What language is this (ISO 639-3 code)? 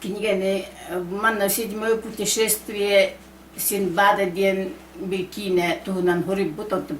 sah